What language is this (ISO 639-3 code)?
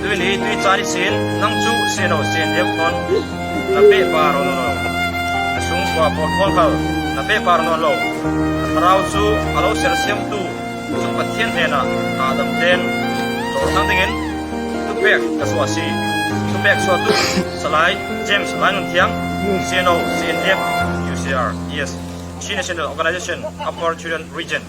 cfm